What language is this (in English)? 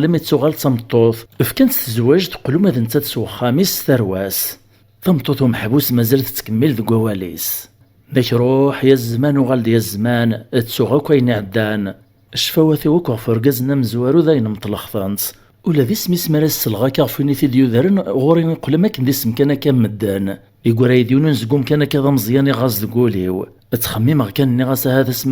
Kabyle